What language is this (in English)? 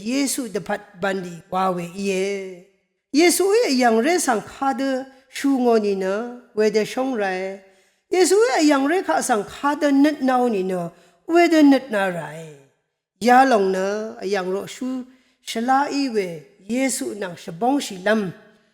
Rawang